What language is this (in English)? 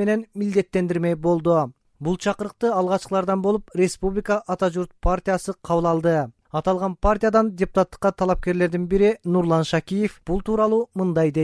Kyrgyz